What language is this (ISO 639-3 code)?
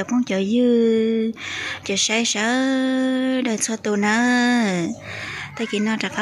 hmn